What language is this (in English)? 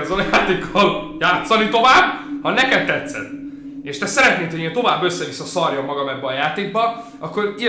Hungarian